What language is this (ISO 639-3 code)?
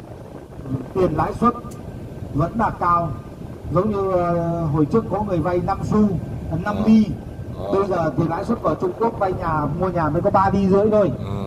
vie